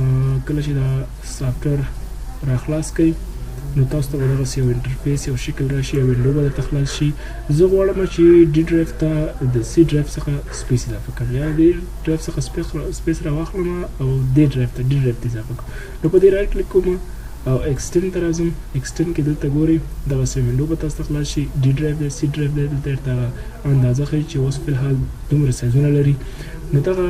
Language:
Pashto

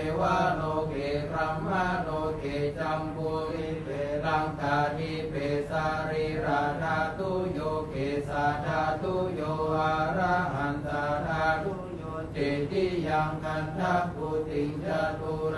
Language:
Pali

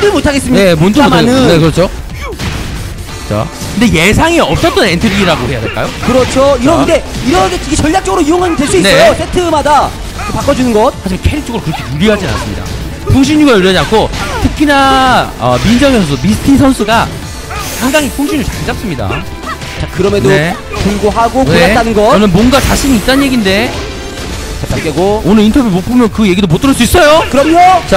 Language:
Korean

